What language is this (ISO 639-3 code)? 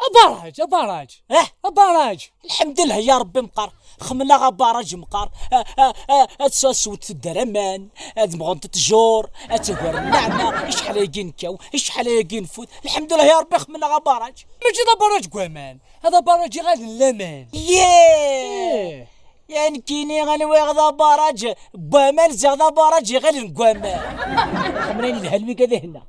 kab